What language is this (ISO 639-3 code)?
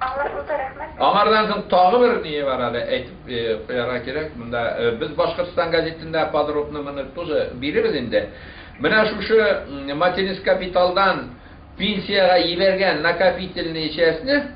bak